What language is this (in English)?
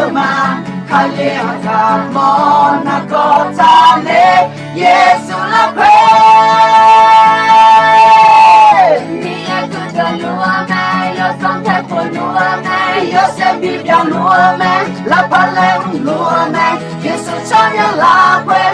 Akha